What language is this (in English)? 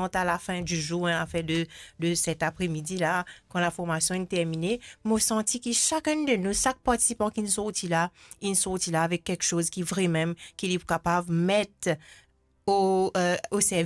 Morisyen